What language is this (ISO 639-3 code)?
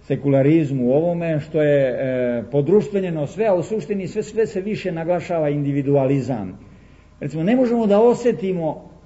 srp